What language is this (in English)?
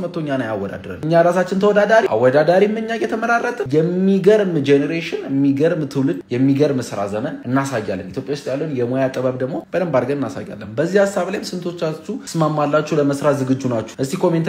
Amharic